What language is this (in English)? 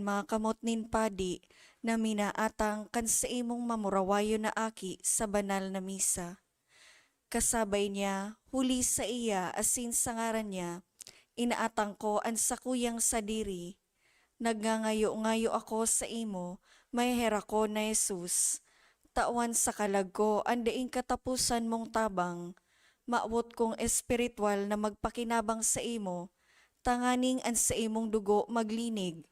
Bikol